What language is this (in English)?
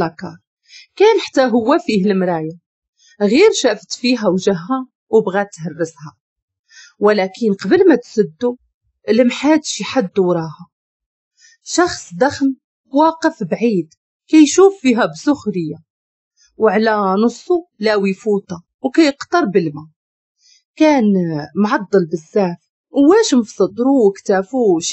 Moroccan Arabic